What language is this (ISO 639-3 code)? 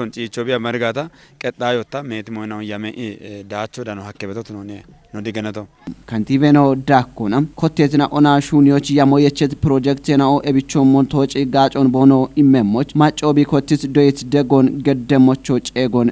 kbr